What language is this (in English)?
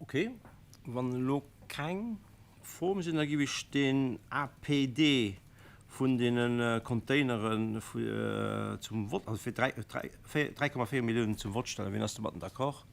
Luxembourgish